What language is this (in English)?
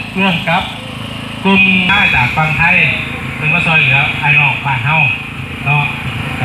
Lao